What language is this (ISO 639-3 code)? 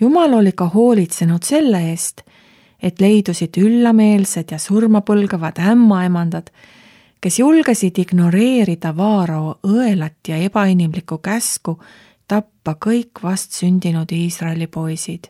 est